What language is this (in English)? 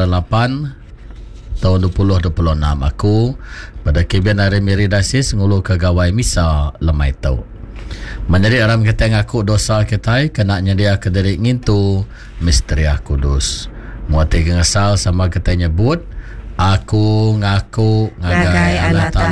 Iban